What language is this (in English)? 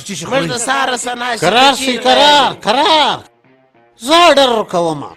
Pashto